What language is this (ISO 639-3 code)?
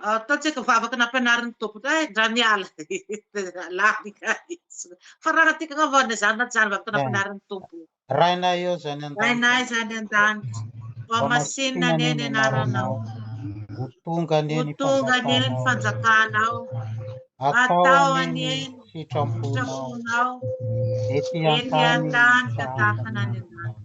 mlg